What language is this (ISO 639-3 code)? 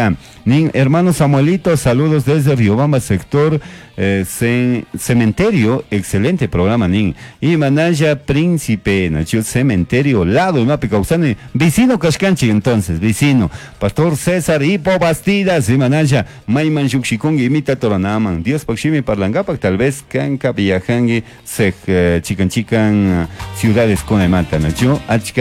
qug